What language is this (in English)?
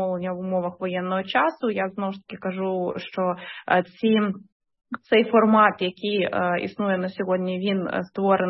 Ukrainian